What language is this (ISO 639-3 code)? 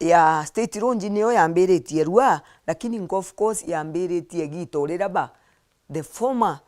mer